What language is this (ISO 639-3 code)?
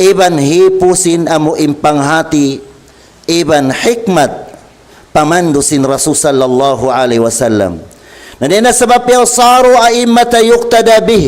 tsg